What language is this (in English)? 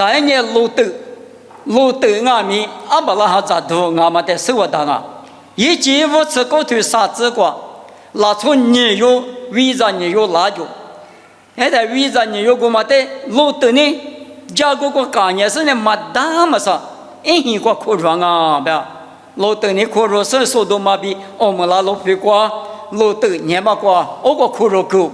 Lisu